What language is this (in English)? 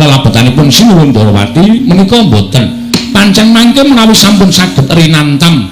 Javanese